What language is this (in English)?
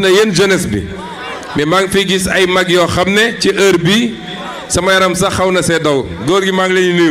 Wolof